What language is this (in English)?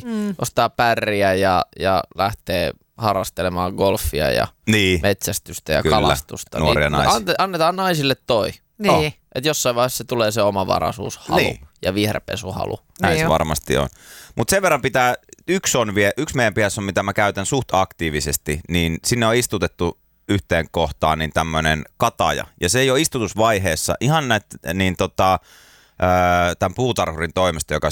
Finnish